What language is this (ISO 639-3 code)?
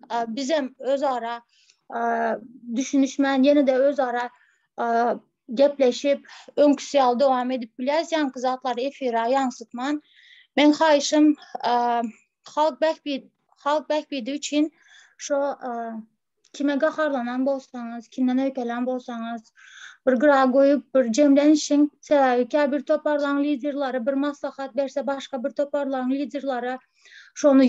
tuk